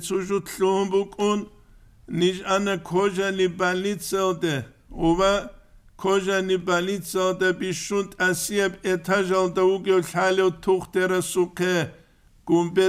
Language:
Avaric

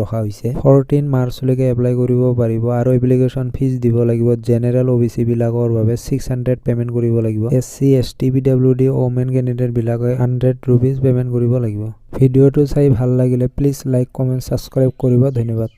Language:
Assamese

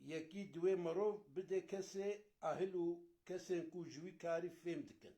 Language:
Kurdish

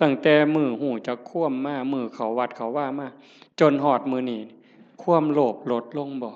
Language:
Northeastern Thai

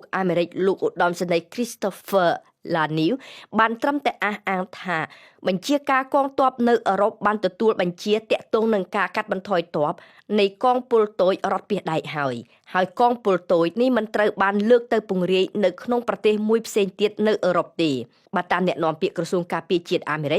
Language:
Khmer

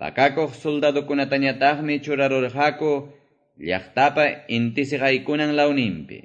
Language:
Quechua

